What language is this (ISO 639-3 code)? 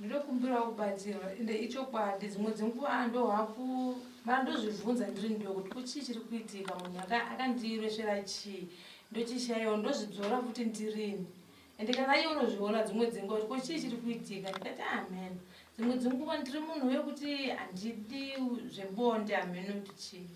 sna